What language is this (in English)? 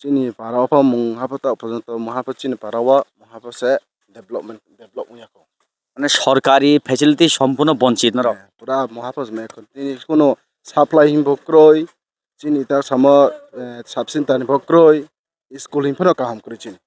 Kok Borok